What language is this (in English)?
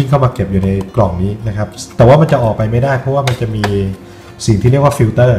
Thai